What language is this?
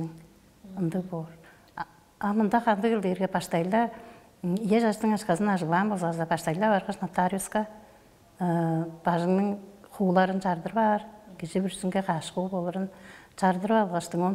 Tuvinian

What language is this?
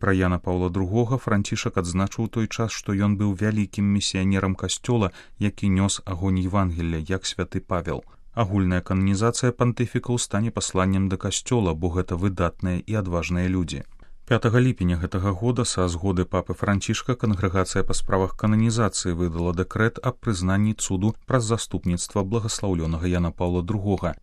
Belarusian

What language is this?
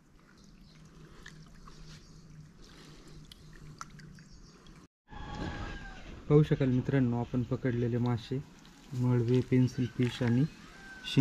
Marathi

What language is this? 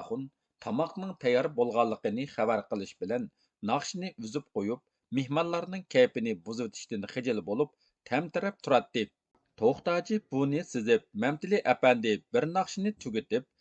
Uyghur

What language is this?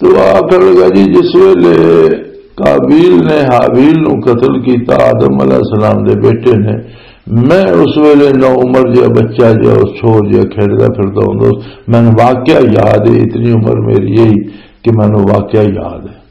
Western Panjabi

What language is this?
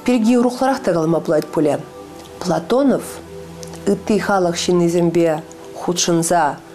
Chuvash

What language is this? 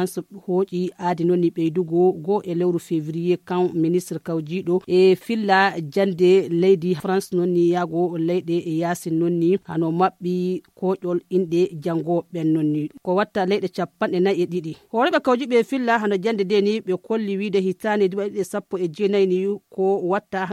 Fula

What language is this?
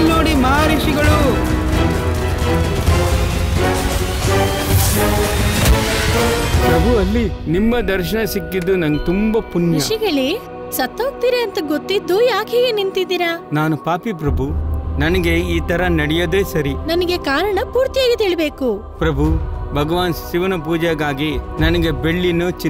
Kannada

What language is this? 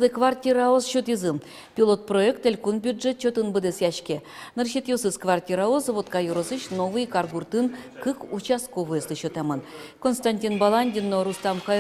Udmurt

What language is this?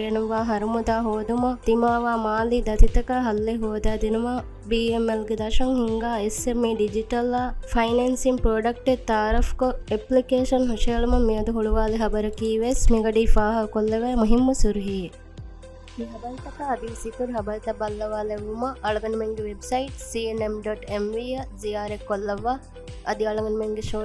Divehi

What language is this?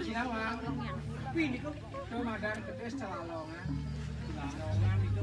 Balinese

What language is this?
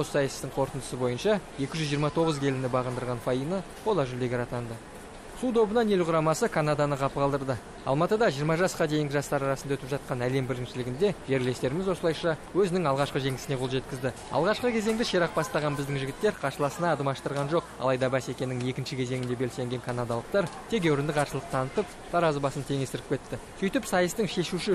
Kazakh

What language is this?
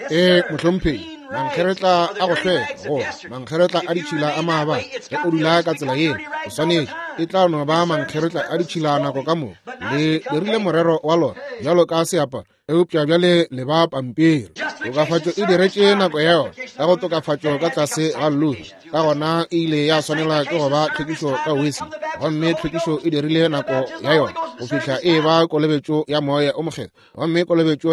Northern Sotho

